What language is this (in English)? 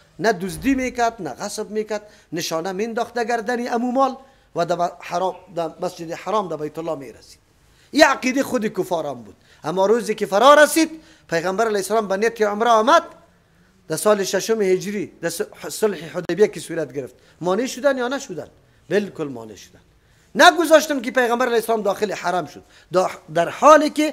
Persian